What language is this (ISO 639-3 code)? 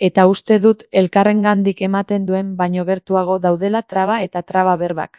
eus